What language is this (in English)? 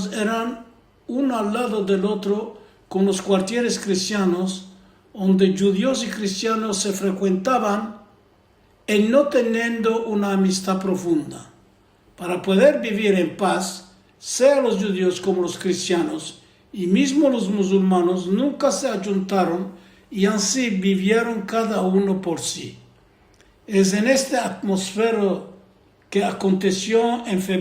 Ladino